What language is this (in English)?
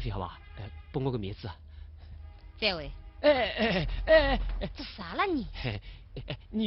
Wu Chinese